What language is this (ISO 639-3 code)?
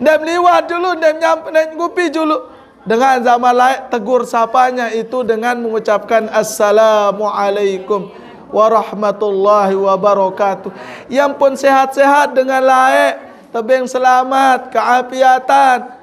sas